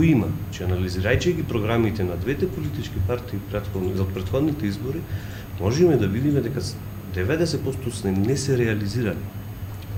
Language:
Macedonian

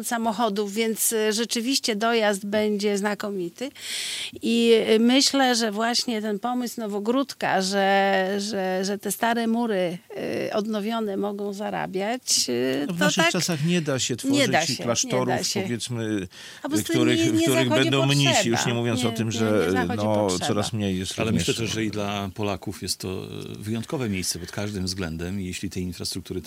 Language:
Polish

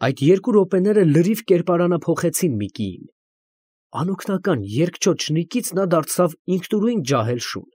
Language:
Armenian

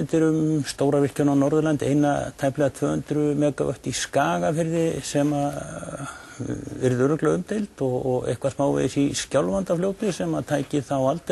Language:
Icelandic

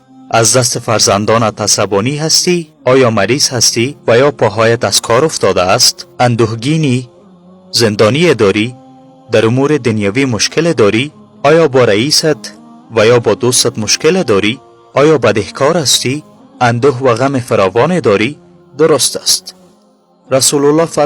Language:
Tajik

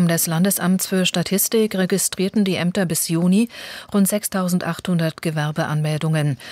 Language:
German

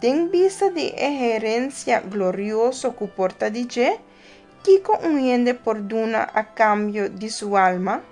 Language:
Papiamento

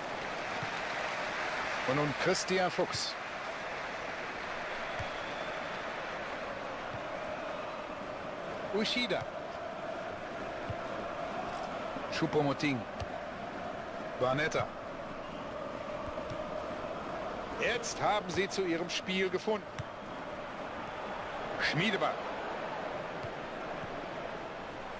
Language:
German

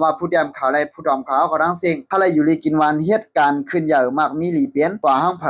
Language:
Shan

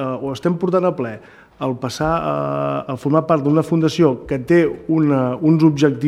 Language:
Catalan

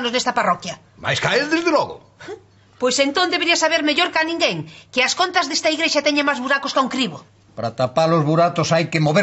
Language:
Galician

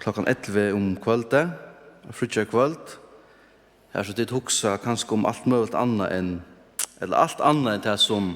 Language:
Faroese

